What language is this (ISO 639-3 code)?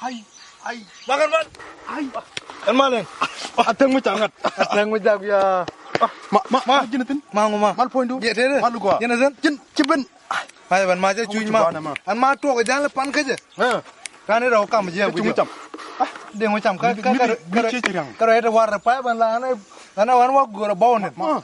nus